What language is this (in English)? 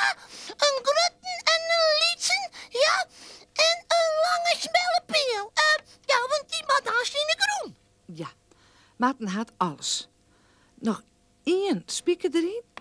Western Frisian